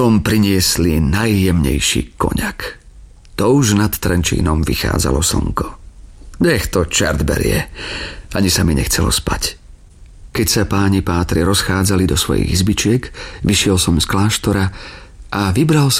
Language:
Slovak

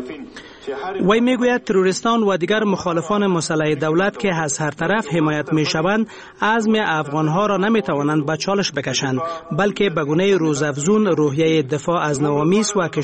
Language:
Persian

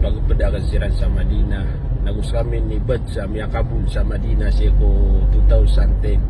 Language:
Maranao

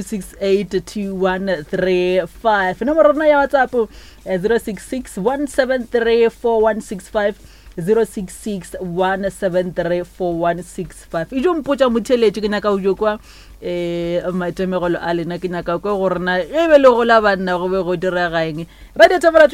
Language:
Northern Sotho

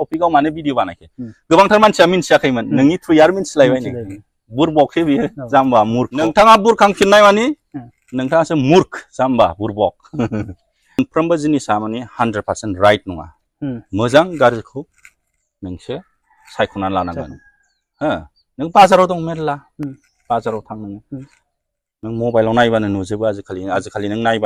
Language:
Bodo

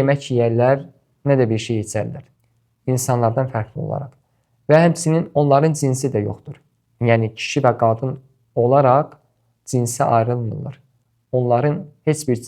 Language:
Azerbaijani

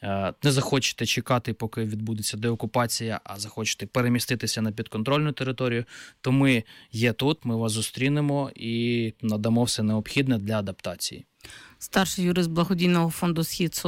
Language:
Ukrainian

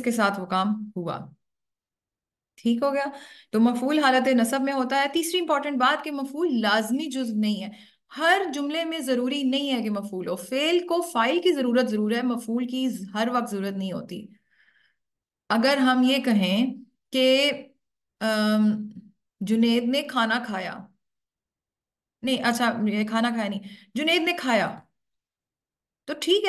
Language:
Urdu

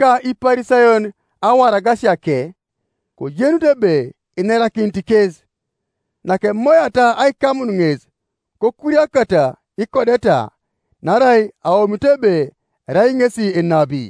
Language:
Teso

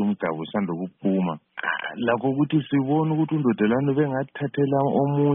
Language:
North Ndebele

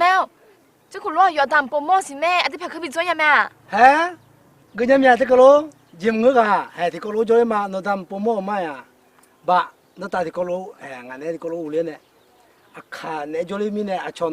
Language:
Akha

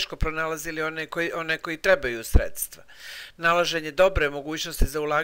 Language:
Croatian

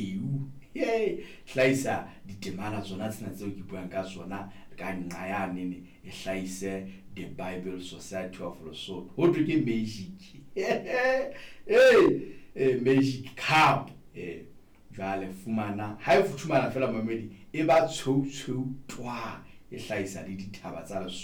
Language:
Southern Sotho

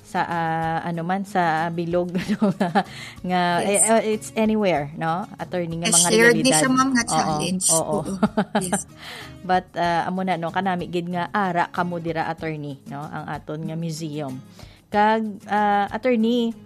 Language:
Hiligaynon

